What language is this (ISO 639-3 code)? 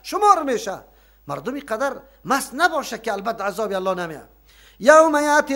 fas